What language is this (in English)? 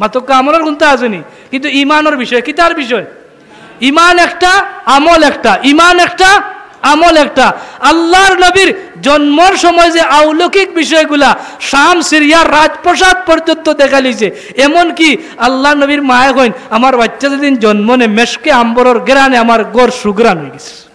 Sylheti